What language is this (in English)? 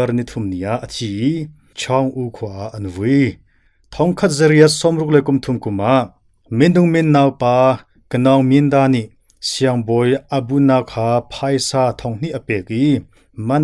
Hakha Chin